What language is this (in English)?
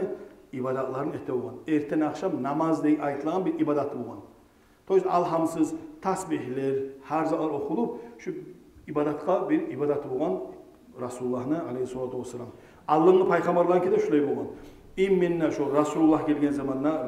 Kumyk